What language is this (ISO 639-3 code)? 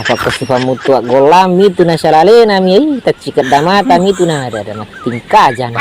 bug